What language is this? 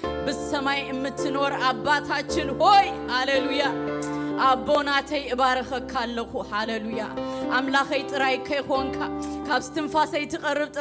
Tigrinya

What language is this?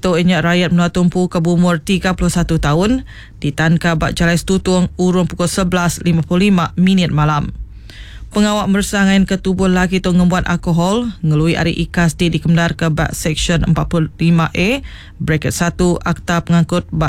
Iban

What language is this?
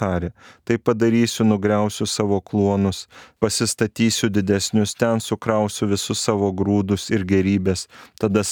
Lithuanian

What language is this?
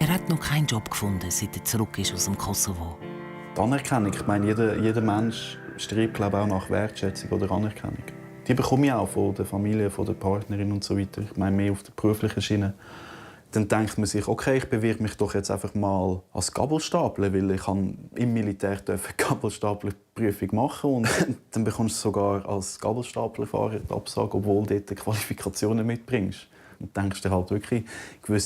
Swiss German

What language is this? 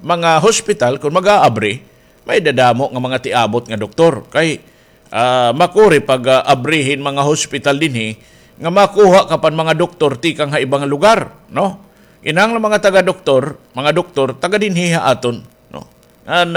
Waray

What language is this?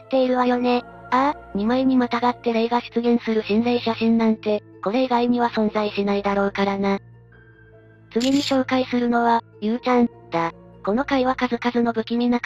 Japanese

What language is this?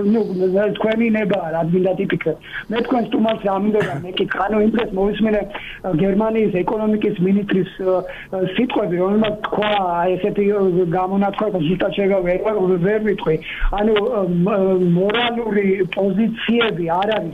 Georgian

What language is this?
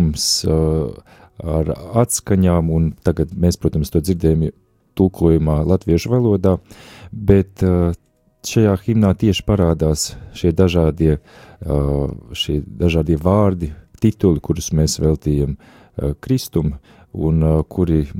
Latvian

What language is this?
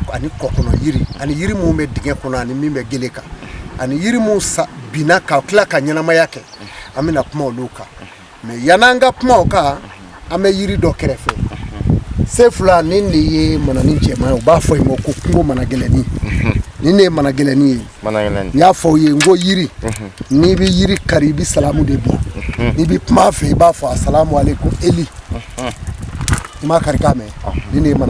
Bambara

